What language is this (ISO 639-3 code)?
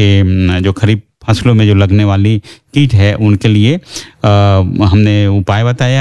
hin